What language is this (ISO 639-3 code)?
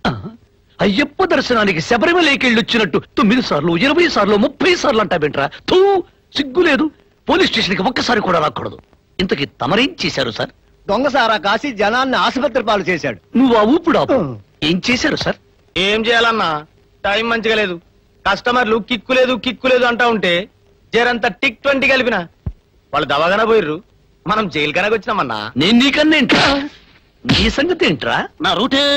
tel